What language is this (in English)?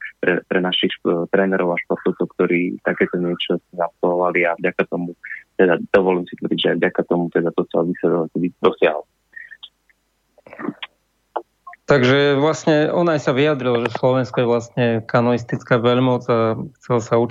Slovak